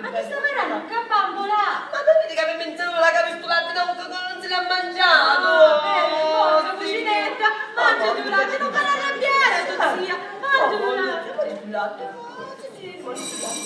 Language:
Sicilian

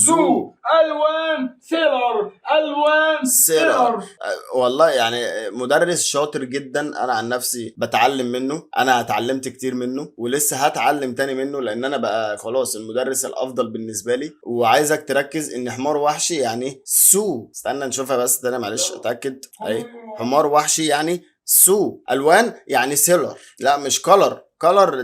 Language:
Egyptian Arabic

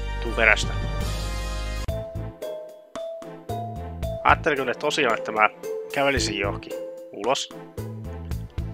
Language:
Finnish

